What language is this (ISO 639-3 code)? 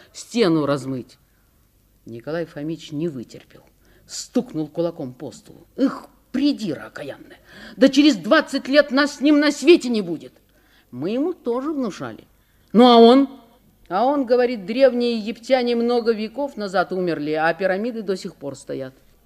rus